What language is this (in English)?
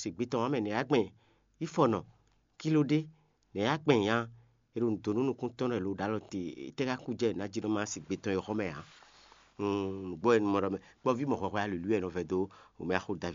Fon